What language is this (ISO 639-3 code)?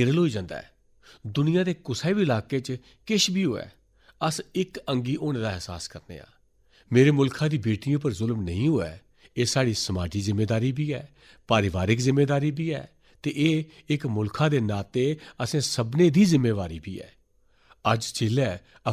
doi